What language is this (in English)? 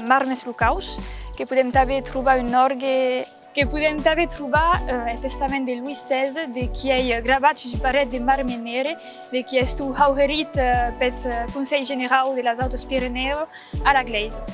Occitan